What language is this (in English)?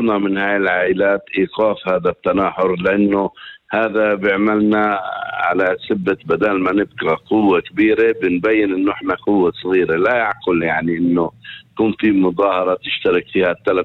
North Levantine Arabic